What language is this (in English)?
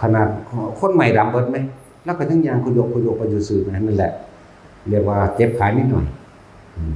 Northeastern Thai